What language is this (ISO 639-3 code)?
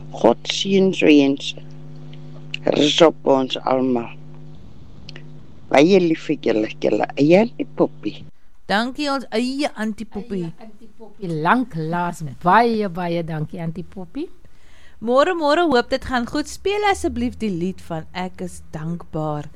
afr